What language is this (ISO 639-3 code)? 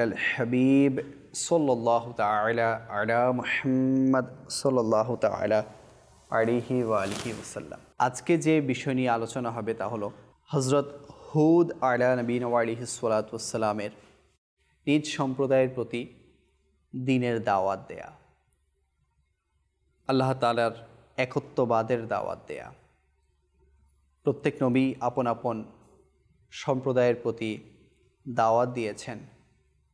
ben